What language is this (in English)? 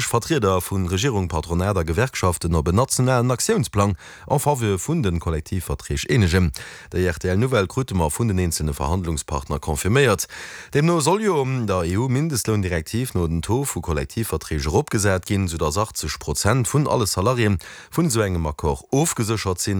Luxembourgish